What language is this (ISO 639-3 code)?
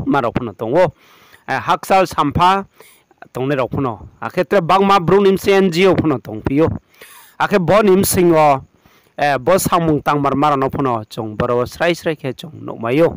ria